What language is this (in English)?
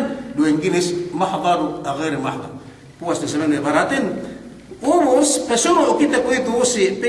Yakan